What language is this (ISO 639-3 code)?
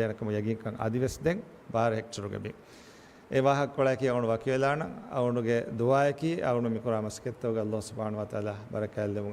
div